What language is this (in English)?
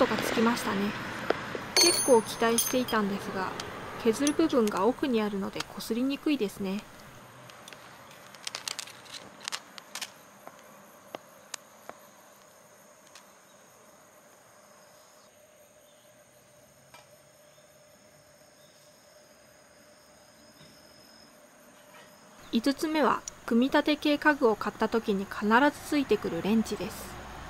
Japanese